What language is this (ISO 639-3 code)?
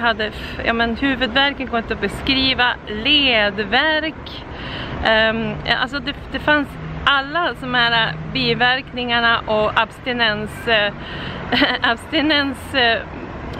swe